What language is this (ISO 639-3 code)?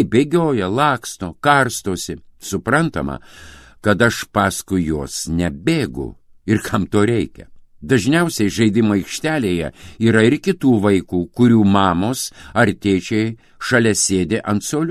lit